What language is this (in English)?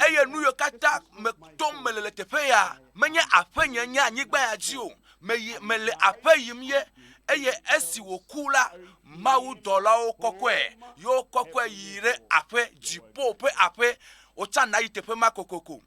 Ewe